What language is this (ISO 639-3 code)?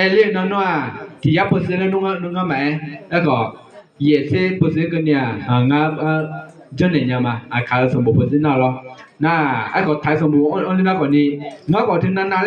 ahk